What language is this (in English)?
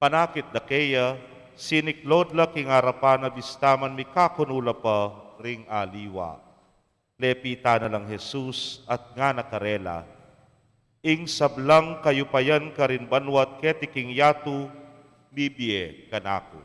Pampanga